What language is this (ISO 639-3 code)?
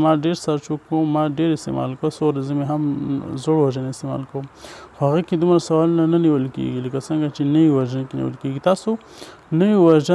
pus